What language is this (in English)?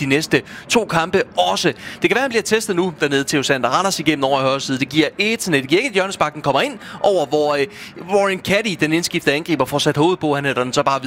Danish